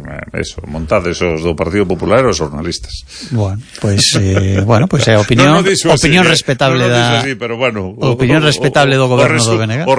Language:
Galician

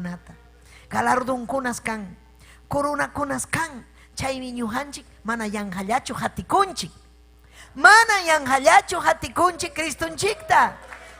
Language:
Ayacucho Quechua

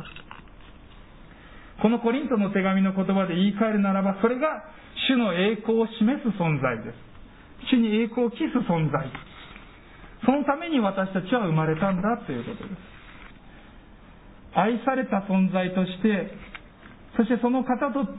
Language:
Japanese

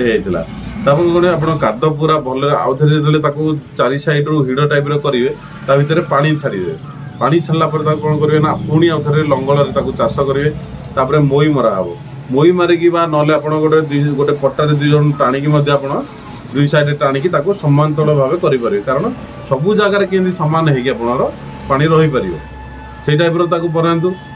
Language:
Odia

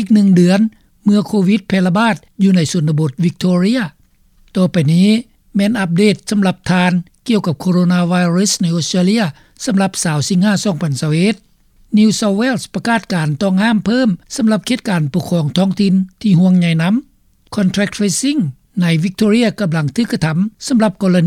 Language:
Lao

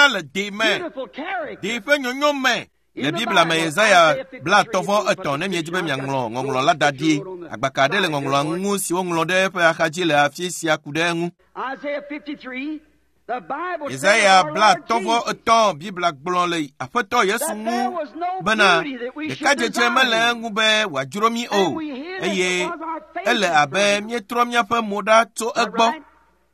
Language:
Ewe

